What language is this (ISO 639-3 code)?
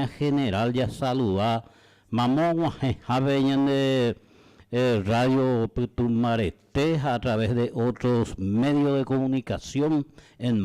grn